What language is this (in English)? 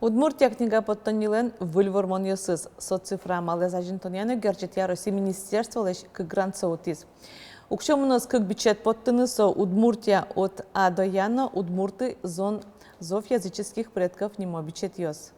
Udmurt